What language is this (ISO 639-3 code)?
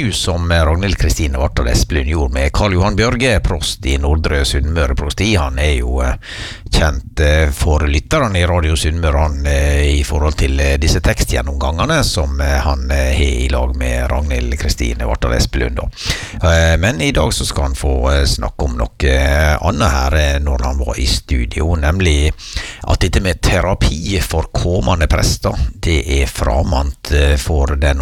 nor